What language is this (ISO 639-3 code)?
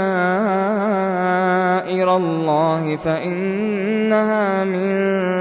ara